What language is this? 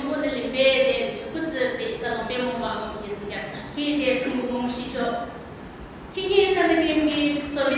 Yimchungru Naga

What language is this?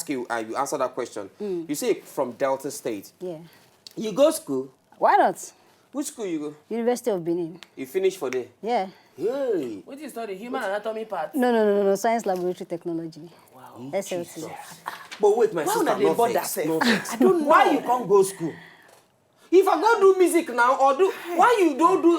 Nigerian Pidgin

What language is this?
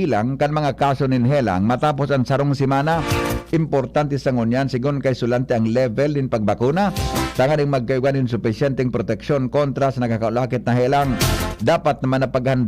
Bikol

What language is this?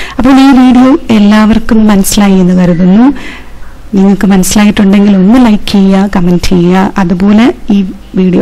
Malayalam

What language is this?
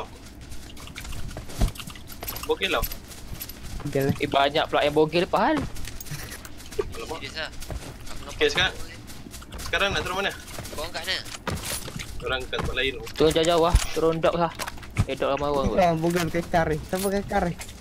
Malay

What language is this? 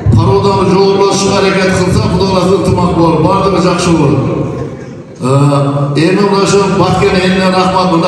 Kyrgyz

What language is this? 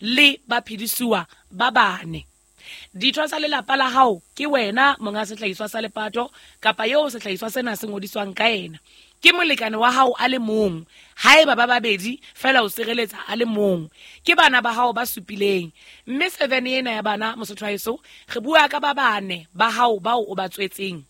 Southern Sotho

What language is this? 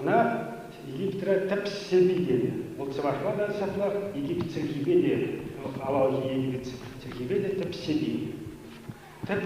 Chuvash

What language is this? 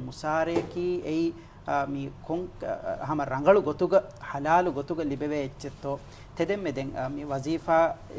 Divehi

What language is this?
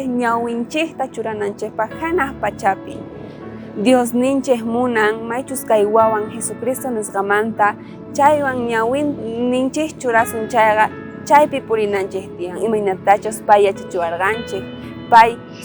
South Bolivian Quechua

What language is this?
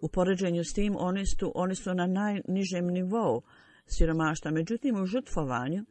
Bosnian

